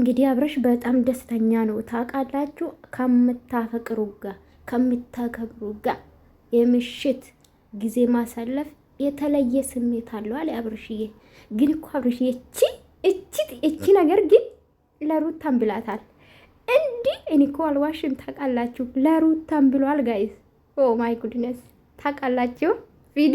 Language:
Amharic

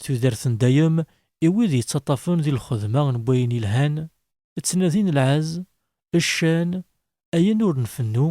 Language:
Kabyle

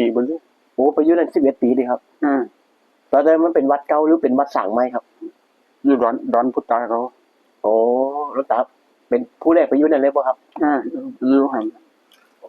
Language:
Northeastern Thai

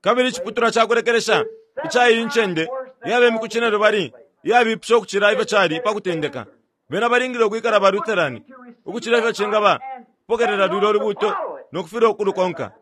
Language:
Bemba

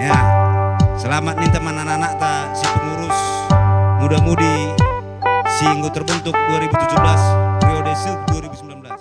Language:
Batak Karo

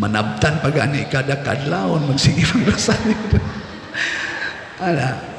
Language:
Cebuano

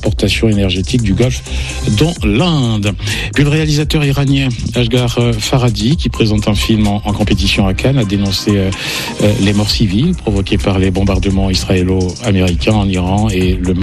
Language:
French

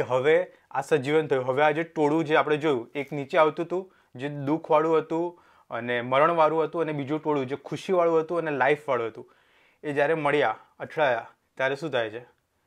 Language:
Gujarati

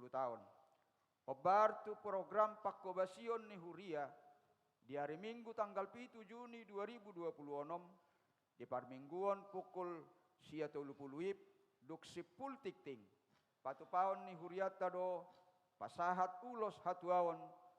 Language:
Batak Toba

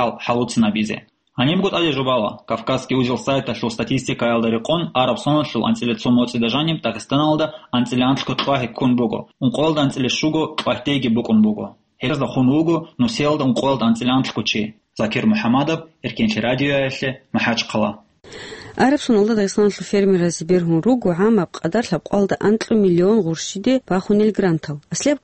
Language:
Avaric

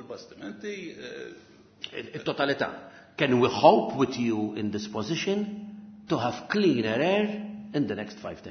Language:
Maltese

